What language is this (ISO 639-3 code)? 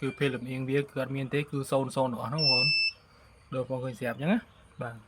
khm